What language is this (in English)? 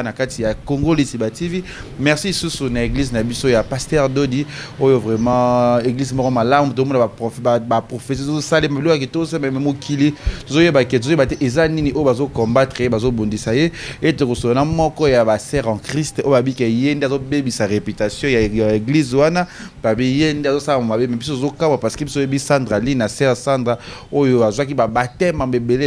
Lingala